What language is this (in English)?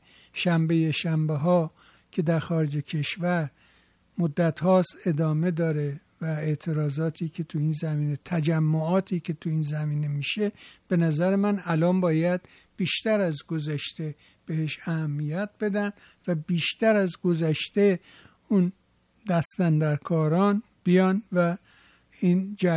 Persian